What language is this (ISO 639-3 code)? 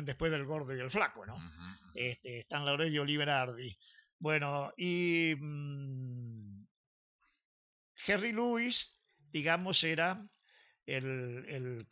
spa